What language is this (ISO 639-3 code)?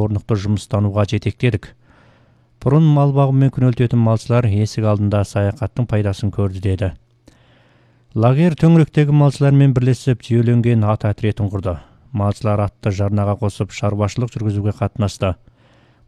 kaz